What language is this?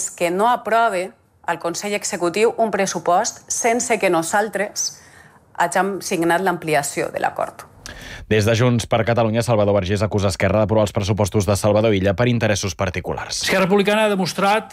Catalan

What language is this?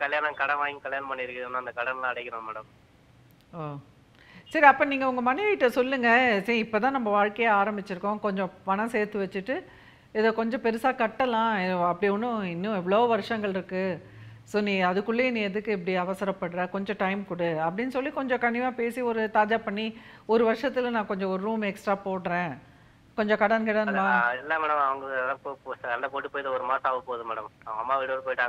Tamil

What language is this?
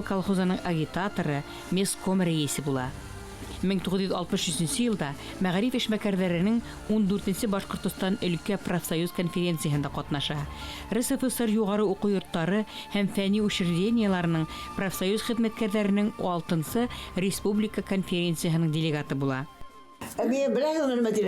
Bashkir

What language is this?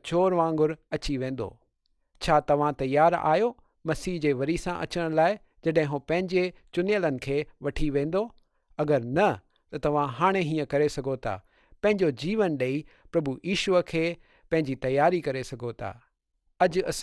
Sindhi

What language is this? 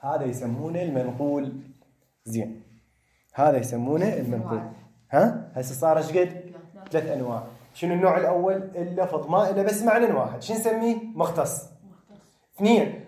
Mesopotamian Arabic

